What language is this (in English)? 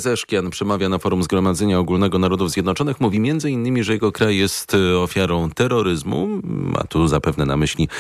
Polish